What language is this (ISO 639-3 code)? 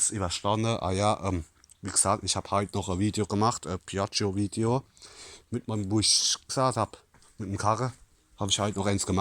pfl